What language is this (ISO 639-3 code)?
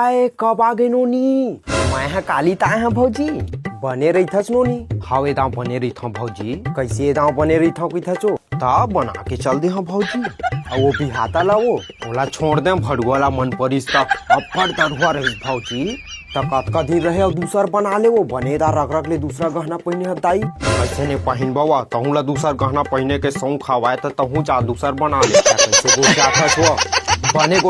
hne